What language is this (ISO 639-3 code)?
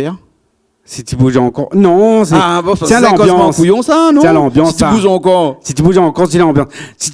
rcf